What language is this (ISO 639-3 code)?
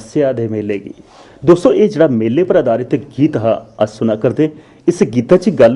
doi